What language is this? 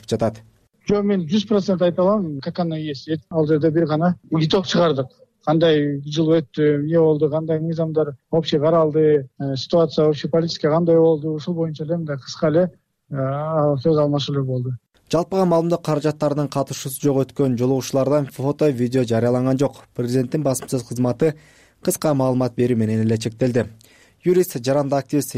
Kyrgyz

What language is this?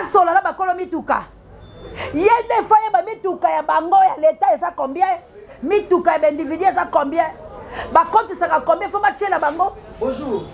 Lingala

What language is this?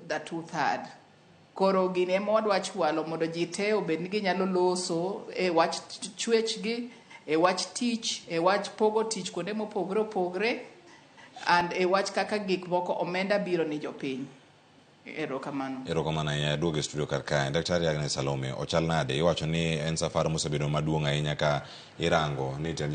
Luo (Kenya and Tanzania)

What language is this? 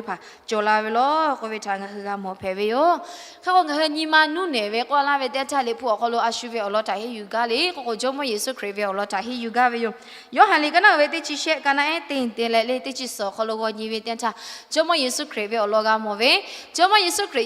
Lahu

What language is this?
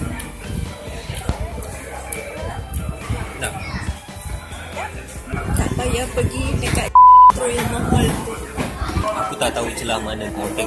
Malay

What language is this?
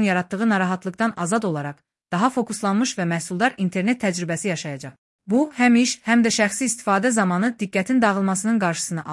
Azerbaijani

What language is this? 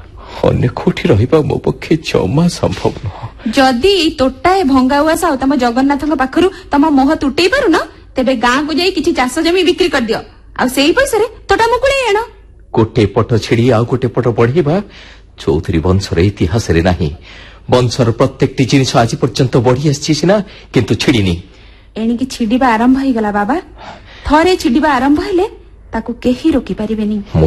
Odia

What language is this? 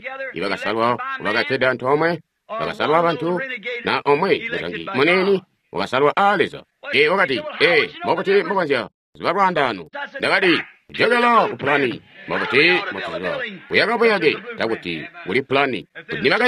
Tonga (Zambia)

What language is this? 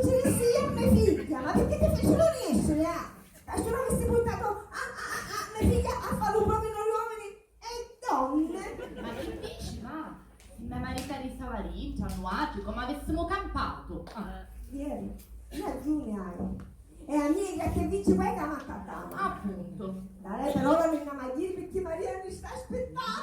Sicilian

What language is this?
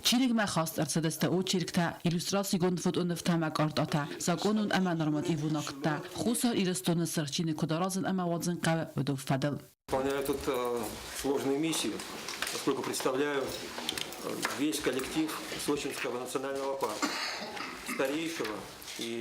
Ossetic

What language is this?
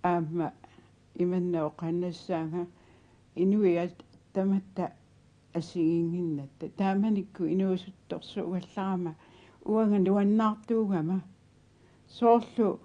Kalaallisut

